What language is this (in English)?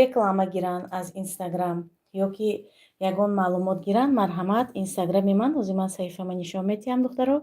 Tajik